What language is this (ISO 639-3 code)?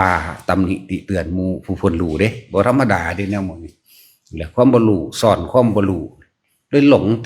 lao